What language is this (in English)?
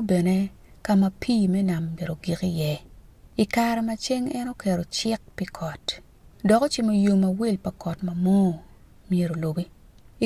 Acoli